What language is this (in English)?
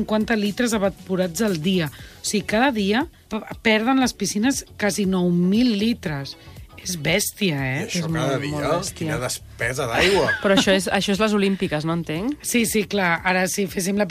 Catalan